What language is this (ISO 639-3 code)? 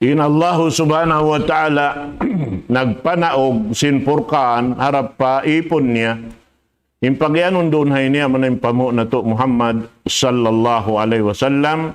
tsg